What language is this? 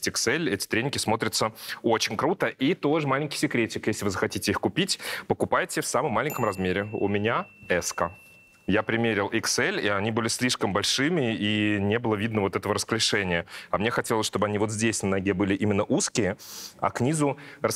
Russian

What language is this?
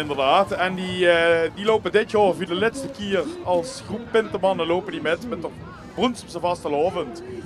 Limburgish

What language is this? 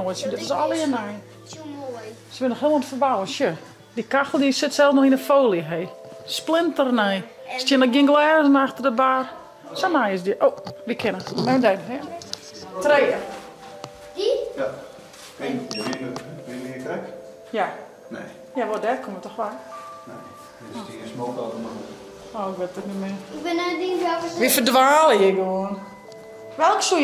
Western Frisian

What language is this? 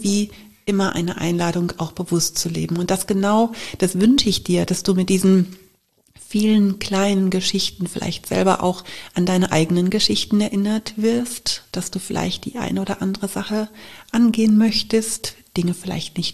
German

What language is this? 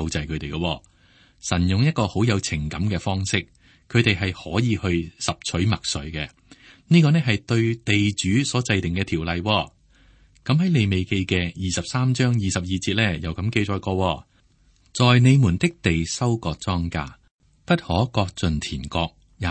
Cantonese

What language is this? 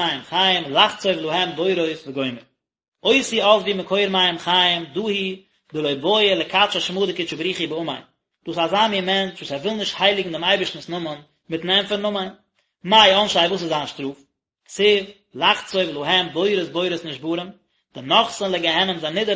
Yiddish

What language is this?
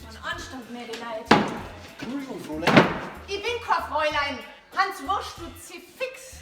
Bavarian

